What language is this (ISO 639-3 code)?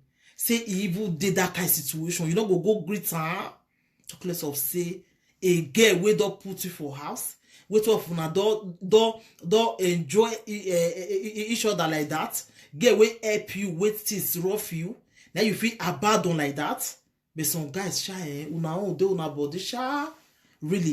pcm